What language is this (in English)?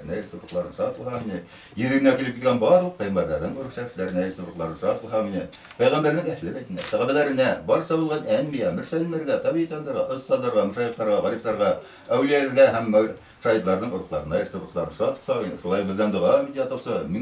Bashkir